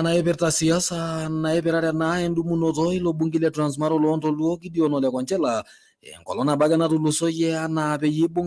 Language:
Masai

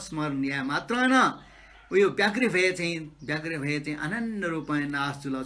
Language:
Newari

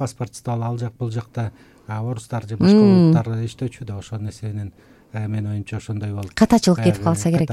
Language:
Kyrgyz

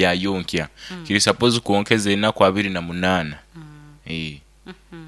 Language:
Nyoro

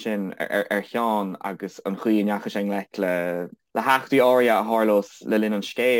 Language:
Irish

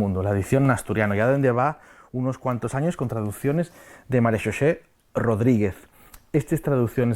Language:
Asturian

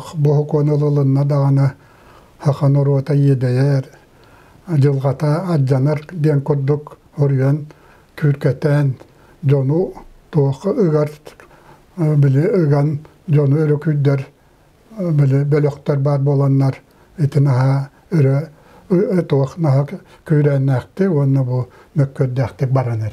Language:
Yakut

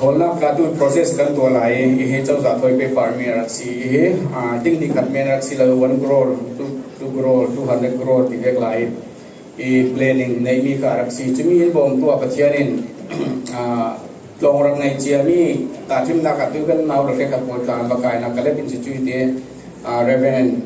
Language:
Falam Chin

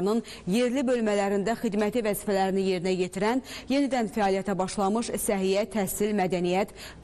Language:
Azerbaijani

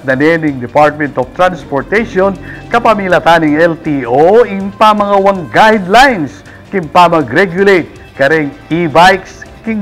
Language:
Pampanga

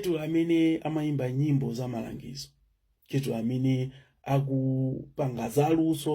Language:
Nyanja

